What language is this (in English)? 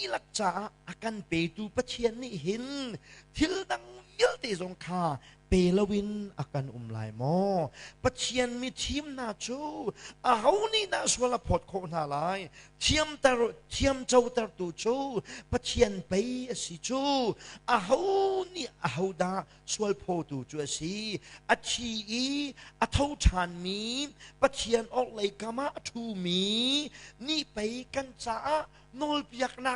Hakha Chin